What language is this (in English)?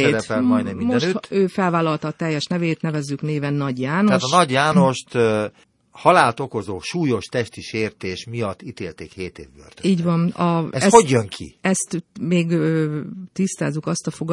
Hungarian